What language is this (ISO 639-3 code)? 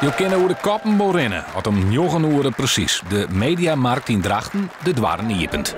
fry